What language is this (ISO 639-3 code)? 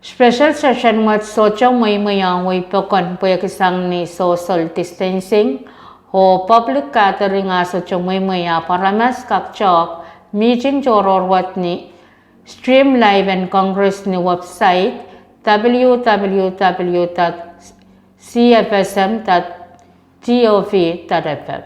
pon